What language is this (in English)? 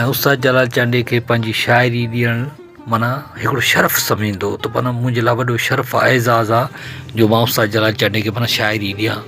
Sindhi